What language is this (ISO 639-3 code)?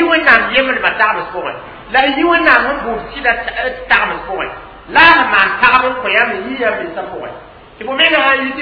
mos